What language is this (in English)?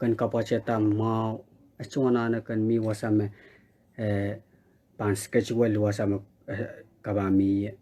Pohnpeian